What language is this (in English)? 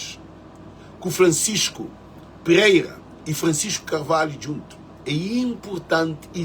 Kabuverdianu